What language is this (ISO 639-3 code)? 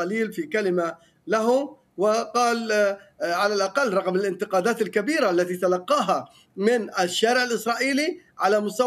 ara